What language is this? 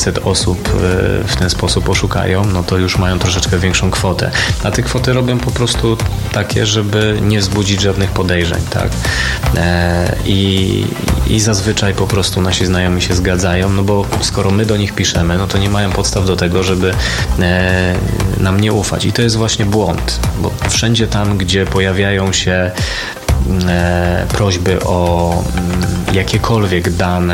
Polish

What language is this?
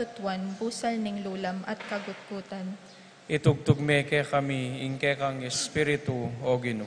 Pampanga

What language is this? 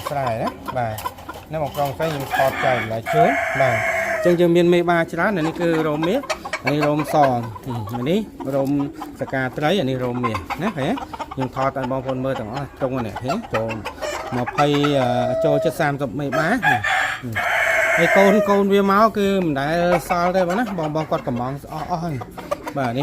Khmer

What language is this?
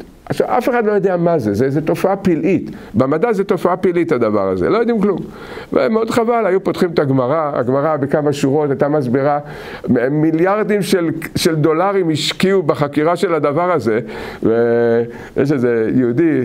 Hebrew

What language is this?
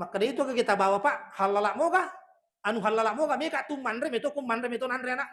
Buginese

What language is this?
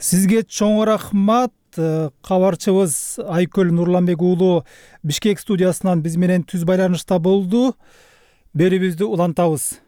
Kyrgyz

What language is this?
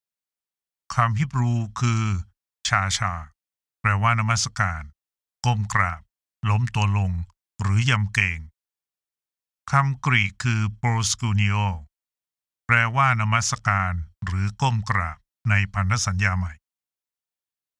Thai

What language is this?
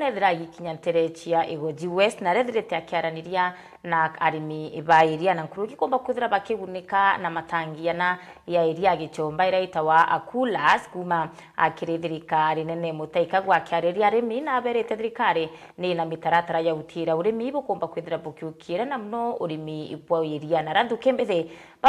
Meru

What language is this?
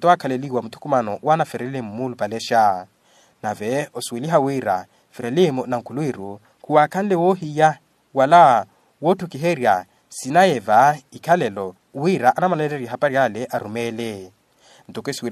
Makhuwa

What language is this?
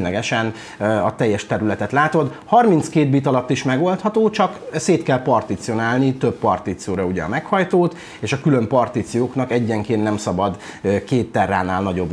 Hungarian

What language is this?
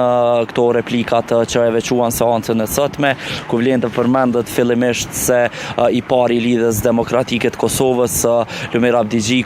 Albanian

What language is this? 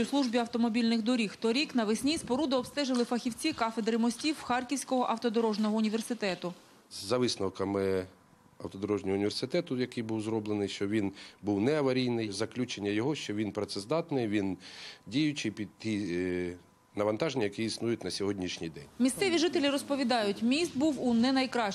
Ukrainian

